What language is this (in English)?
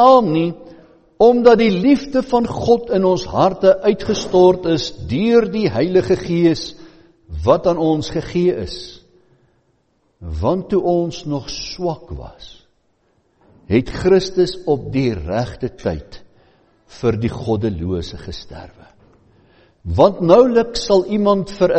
Afrikaans